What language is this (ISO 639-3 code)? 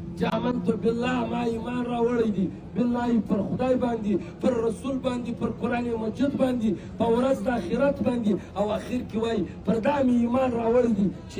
pus